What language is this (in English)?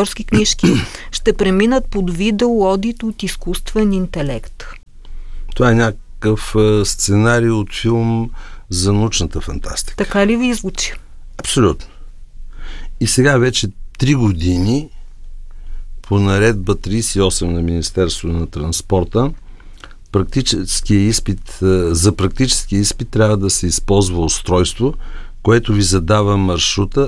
Bulgarian